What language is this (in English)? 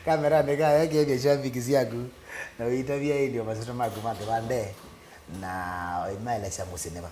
Kamba